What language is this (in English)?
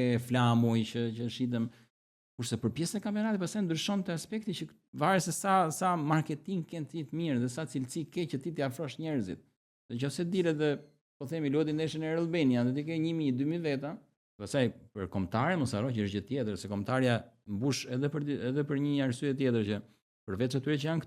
Albanian